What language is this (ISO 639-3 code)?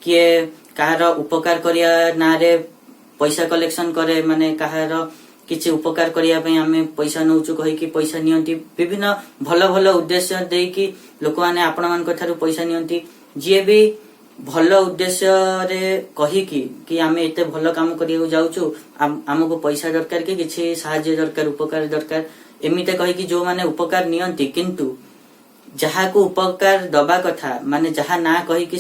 ori